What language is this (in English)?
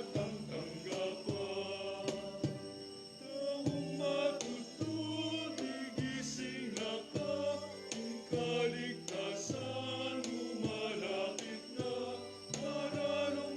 Pampanga